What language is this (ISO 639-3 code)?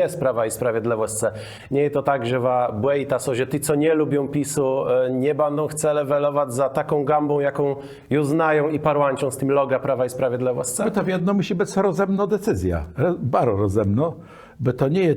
csb